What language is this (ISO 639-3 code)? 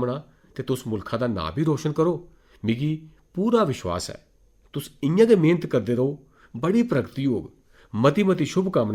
doi